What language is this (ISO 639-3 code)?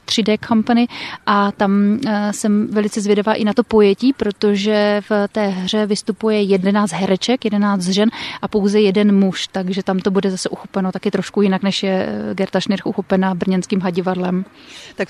ces